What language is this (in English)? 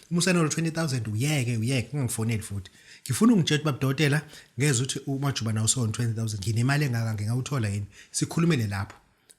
Zulu